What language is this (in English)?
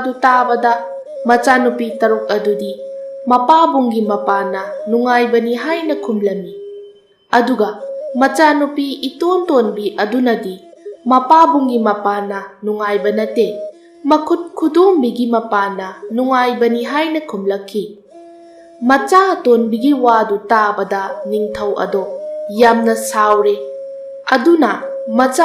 Manipuri